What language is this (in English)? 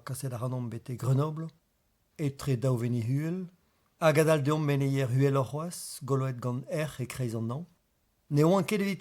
Breton